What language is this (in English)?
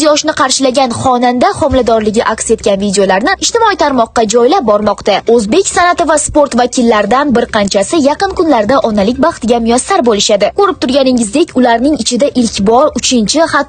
Uzbek